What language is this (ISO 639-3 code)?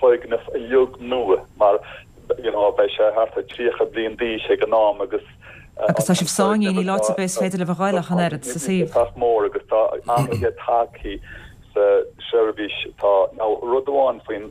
gle